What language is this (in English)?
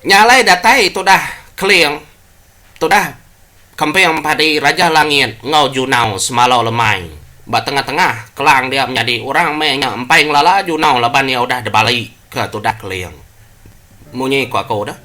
Iban